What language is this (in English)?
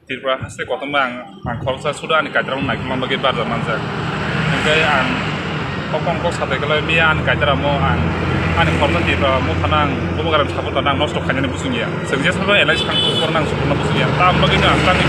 Riang (India)